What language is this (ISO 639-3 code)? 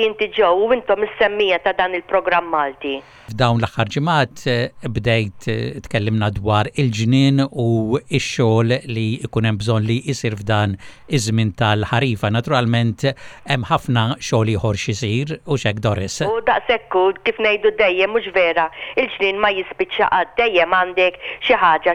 mlt